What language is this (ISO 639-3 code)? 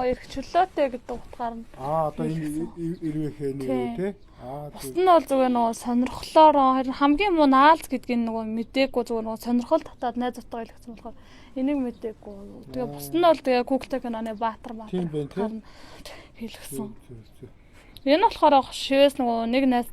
mon